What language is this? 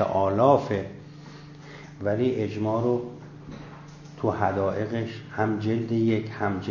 Persian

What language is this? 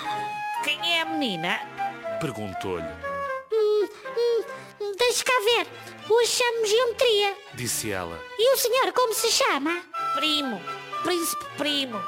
Portuguese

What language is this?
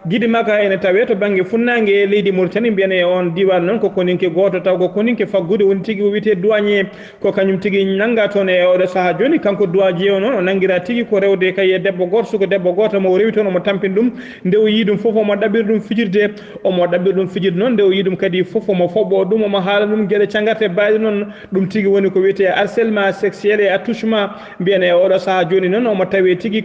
Fula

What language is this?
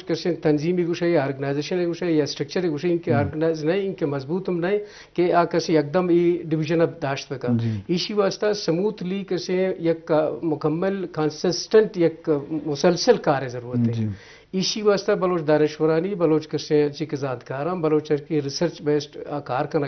Eastern Balochi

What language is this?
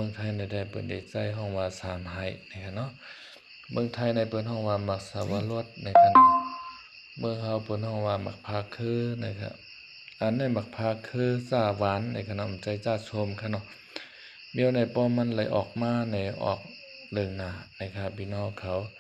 Shan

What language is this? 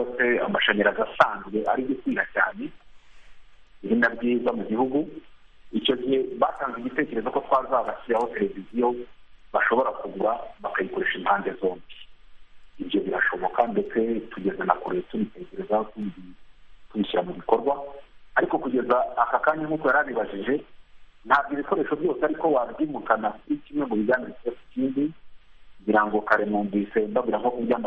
Kinyarwanda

